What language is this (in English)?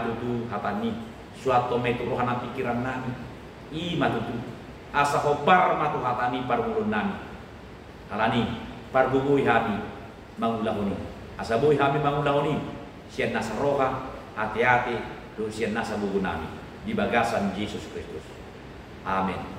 Batak Toba